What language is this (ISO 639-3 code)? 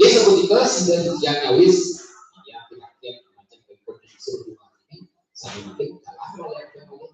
ban